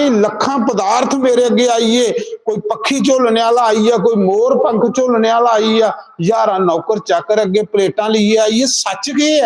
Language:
Dogri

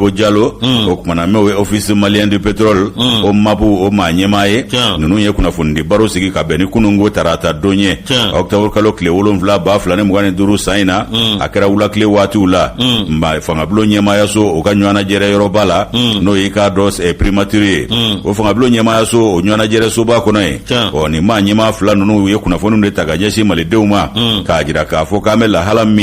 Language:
Bambara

